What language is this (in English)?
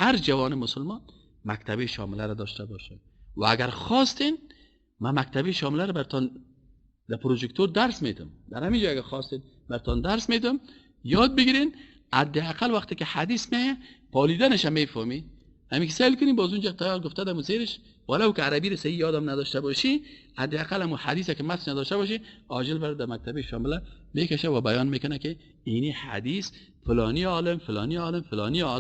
Persian